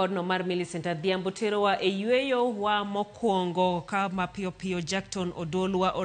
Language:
Luo (Kenya and Tanzania)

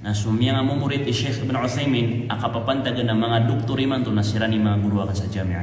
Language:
Maranao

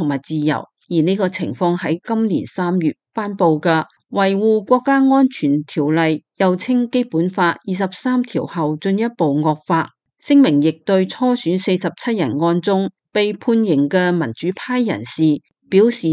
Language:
Cantonese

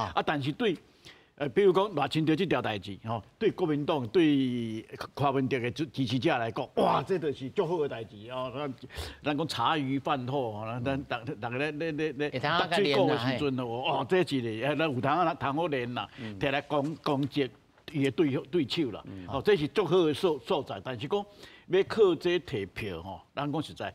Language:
Min Nan Chinese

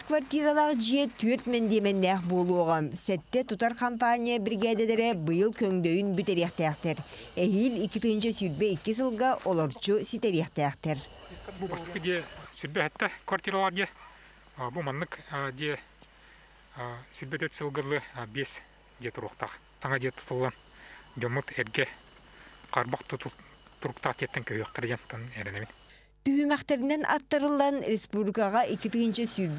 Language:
Yakut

